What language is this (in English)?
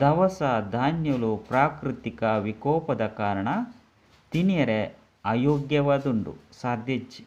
Tulu